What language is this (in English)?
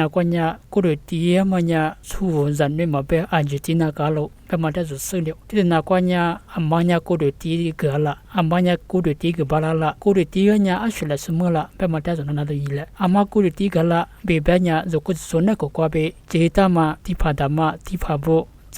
Lisu